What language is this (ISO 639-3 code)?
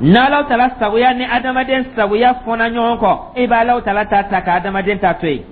dyu